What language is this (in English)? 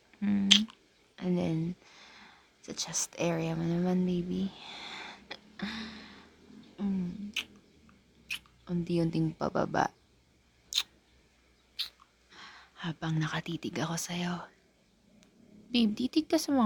Filipino